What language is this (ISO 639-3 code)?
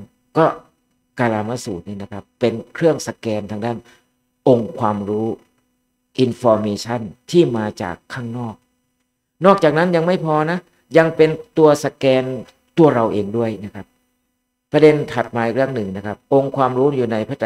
tha